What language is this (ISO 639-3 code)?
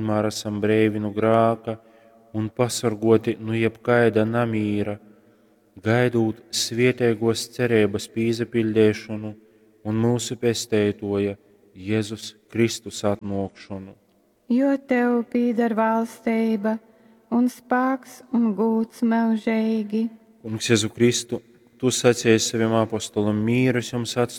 ltg